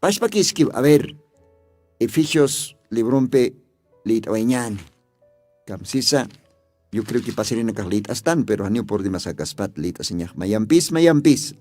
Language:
Aymara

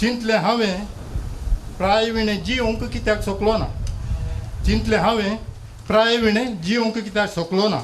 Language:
Konkani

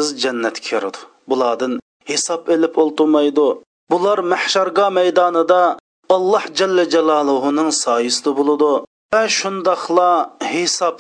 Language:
Uyghur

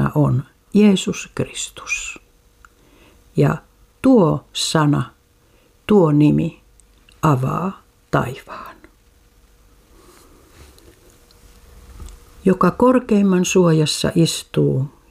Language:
Finnish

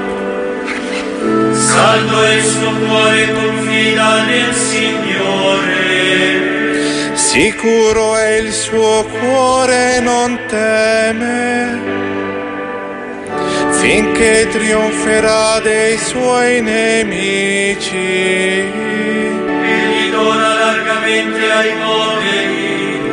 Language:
Italian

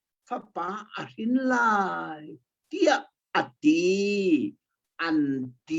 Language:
Hakha Chin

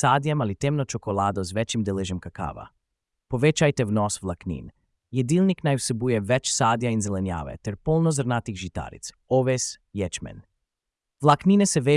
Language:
Slovenian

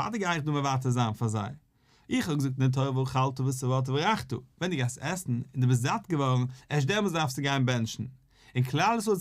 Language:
Yiddish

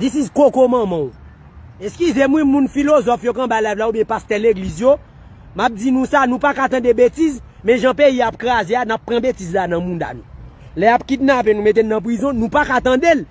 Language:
Haitian Creole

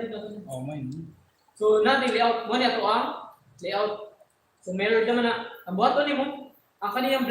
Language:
Cebuano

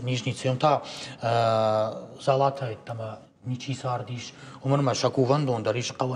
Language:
Ossetic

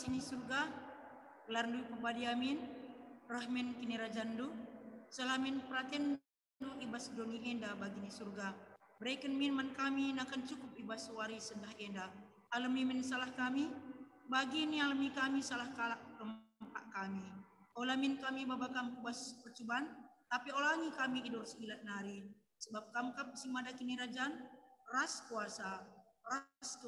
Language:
Batak Karo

